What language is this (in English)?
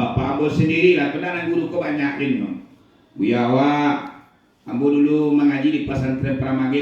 Minangkabau